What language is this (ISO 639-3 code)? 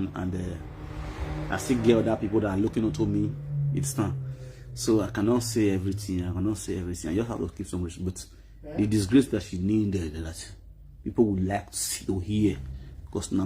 pcm